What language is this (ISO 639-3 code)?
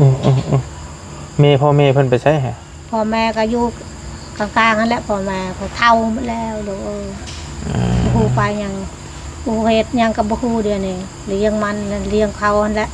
tts